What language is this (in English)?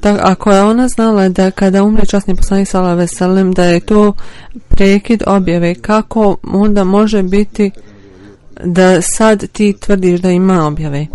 Bosnian